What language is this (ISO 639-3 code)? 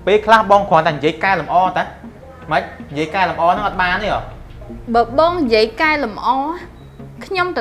khm